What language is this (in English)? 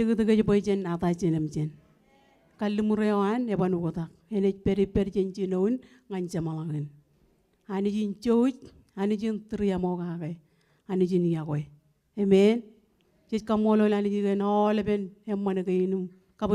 Marshallese